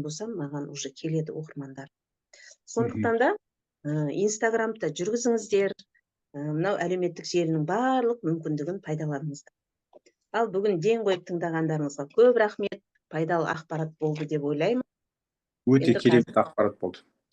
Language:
Kazakh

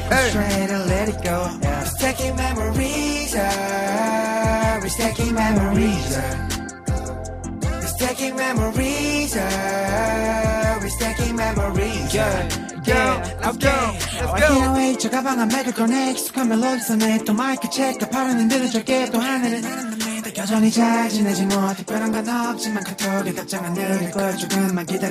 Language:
Korean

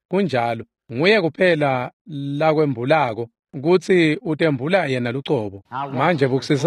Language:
Swati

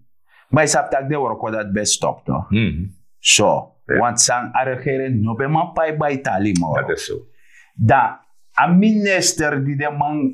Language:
Sranan Tongo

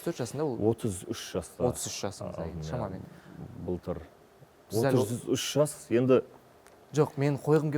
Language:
Kazakh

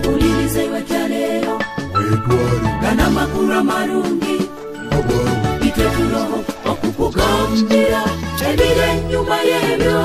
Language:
Nyoro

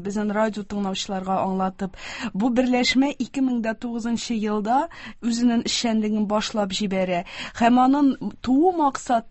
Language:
Tatar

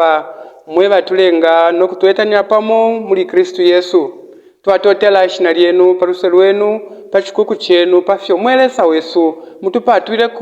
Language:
Bemba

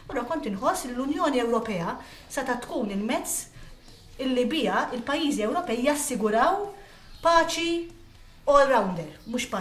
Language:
Maltese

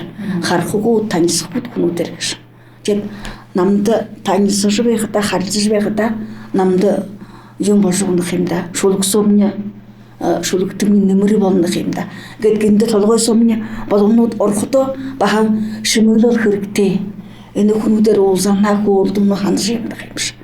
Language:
Buriat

